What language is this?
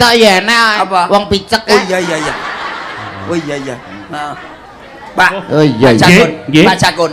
Javanese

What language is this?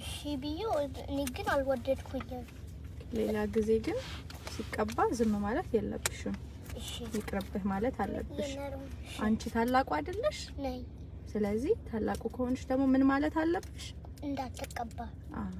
Amharic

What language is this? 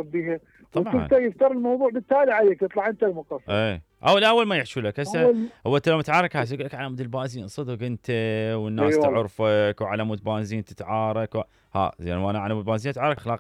Mesopotamian Arabic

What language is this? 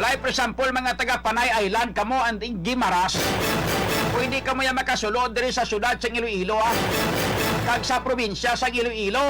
Hiligaynon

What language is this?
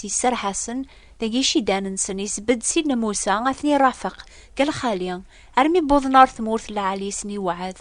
Kabyle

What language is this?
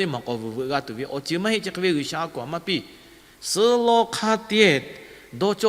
Lahu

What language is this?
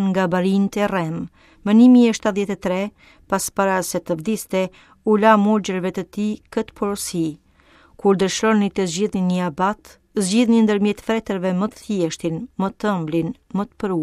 Albanian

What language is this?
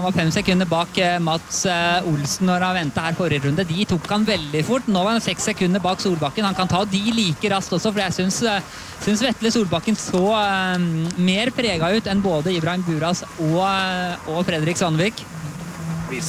Norwegian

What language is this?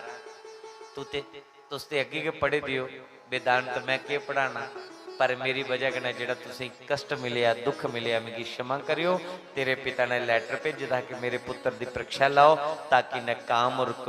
Dogri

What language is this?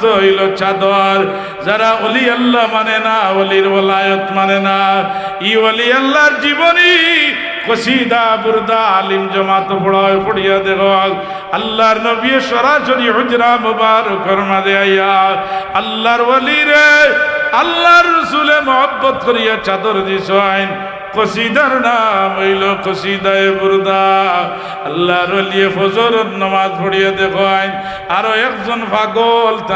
Sylheti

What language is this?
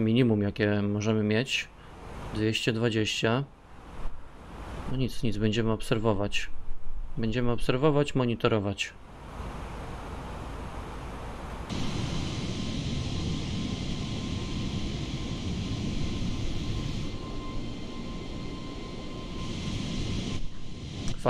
Polish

